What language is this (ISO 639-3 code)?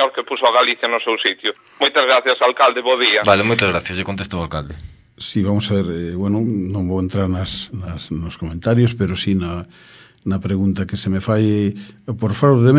glg